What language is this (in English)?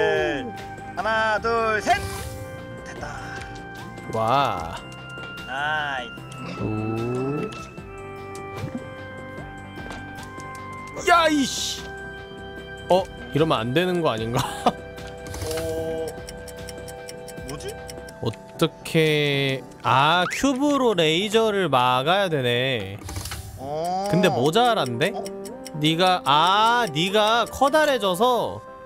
Korean